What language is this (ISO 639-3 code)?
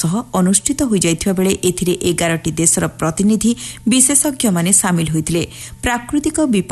ori